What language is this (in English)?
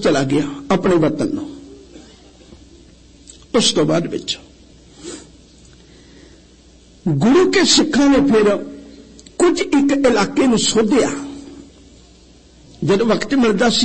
Punjabi